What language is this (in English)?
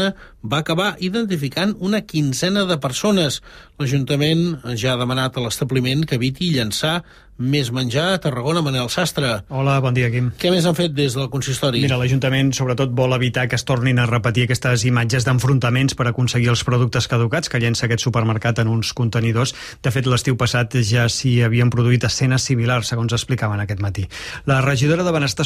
Catalan